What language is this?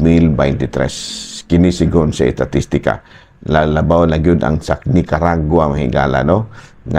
Cebuano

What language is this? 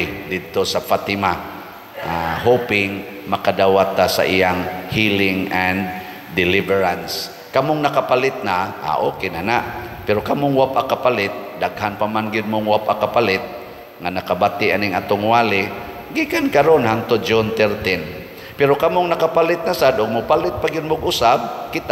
Cebuano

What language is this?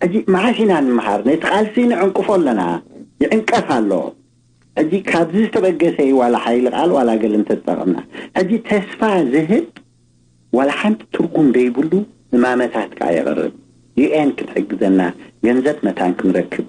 Tigrinya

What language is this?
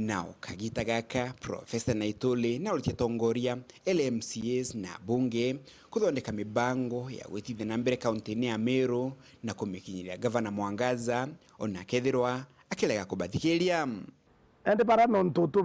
Meru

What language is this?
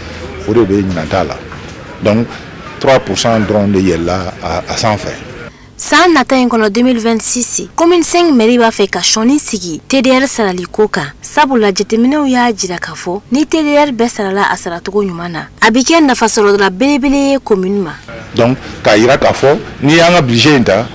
Bambara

